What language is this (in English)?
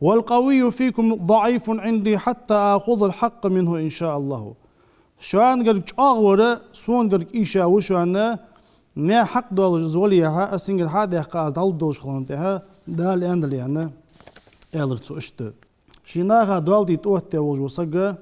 Ingush